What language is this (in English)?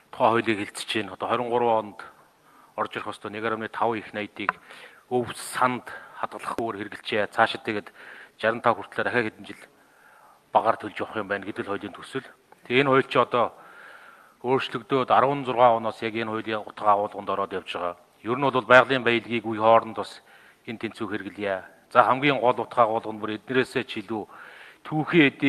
Mongolian